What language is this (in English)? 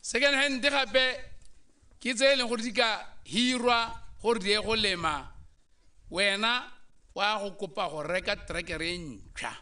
Tswana